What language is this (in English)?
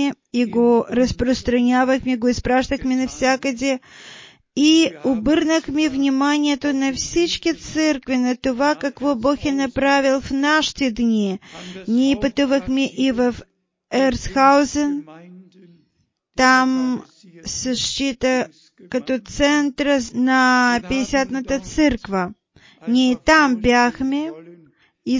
Bulgarian